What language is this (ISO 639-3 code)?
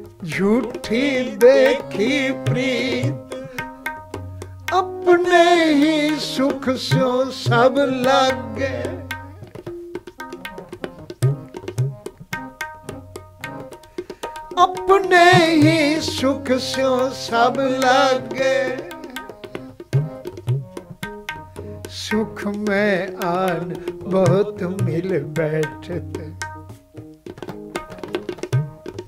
pan